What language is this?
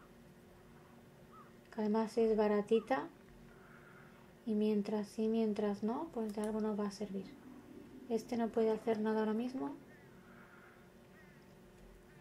Spanish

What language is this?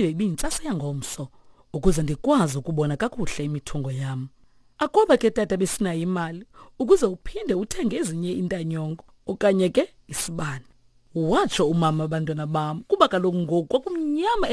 Xhosa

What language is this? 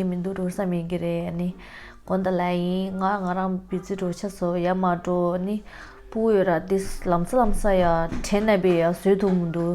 Tibetan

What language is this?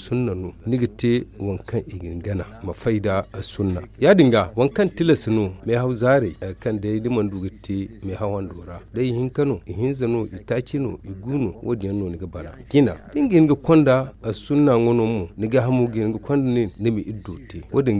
Zarma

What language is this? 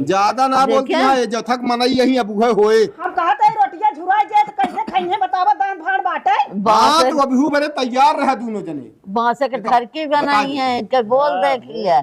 Awadhi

